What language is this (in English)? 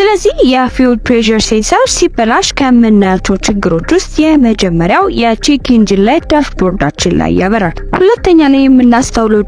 Amharic